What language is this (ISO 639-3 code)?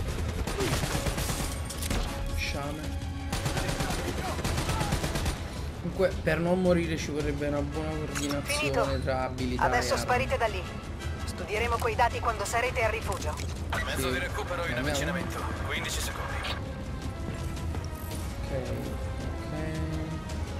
ita